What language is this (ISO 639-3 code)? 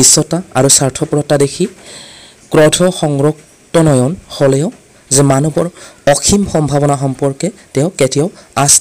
asm